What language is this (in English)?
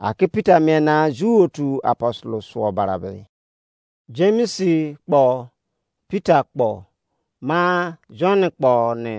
Izon